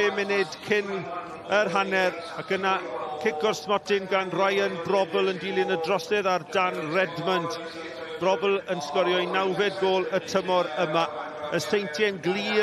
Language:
Welsh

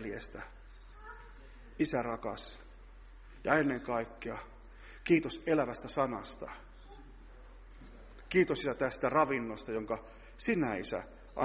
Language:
Finnish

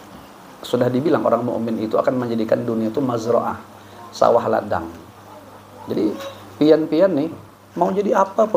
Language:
Banjar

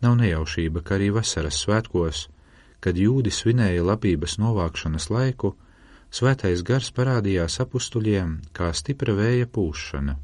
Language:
Latvian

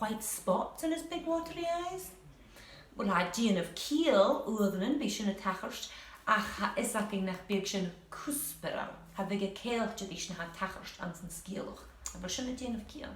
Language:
Scottish Gaelic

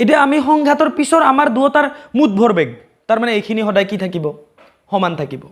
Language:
Assamese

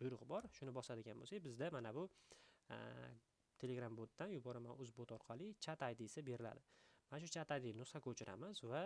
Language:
Uzbek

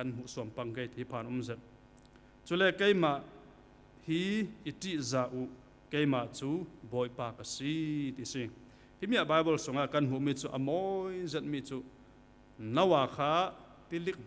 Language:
Falam Chin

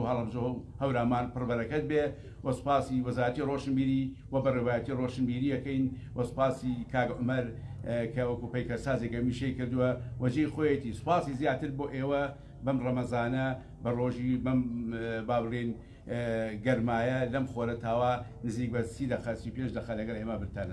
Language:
Central Kurdish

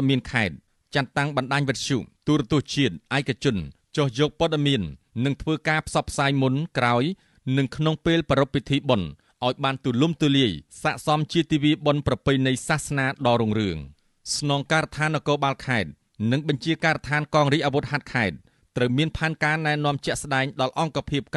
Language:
Khmer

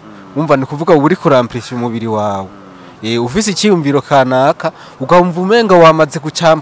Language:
Rundi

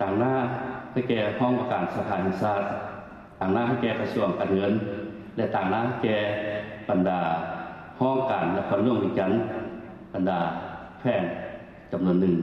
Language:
Lao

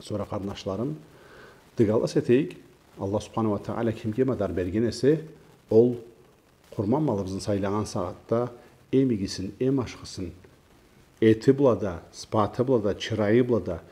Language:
Karachay-Balkar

